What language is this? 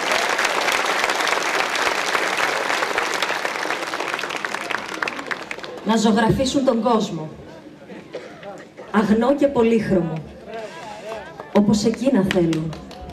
Greek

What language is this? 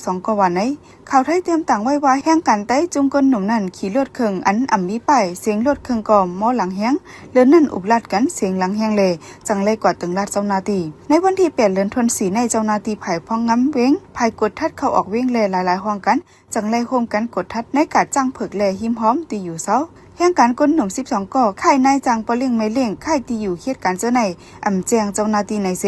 Shan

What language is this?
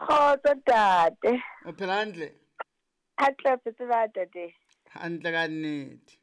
Southern Sotho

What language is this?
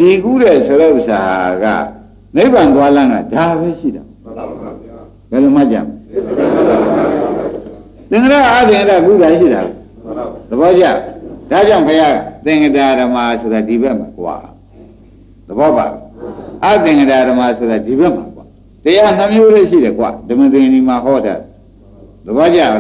Burmese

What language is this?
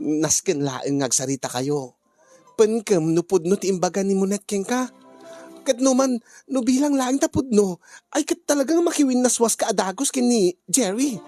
Iloko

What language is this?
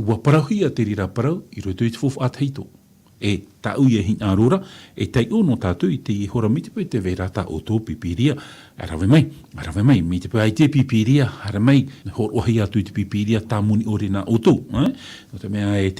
Tahitian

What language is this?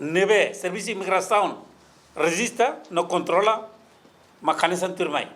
Tetum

